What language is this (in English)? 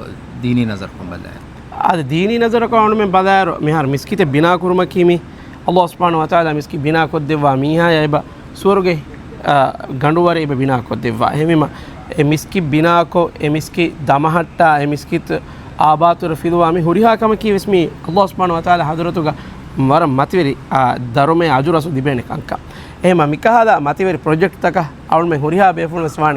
Divehi